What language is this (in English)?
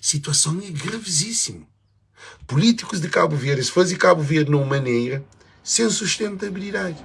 Kabuverdianu